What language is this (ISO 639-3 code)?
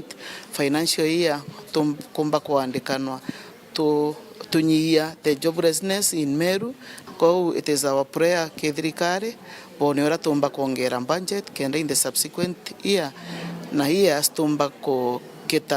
mer